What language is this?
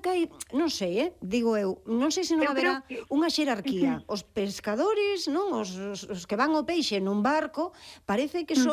Galician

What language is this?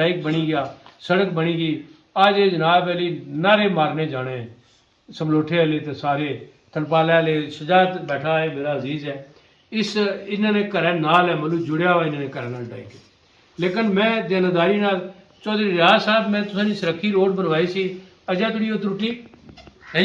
Pahari-Potwari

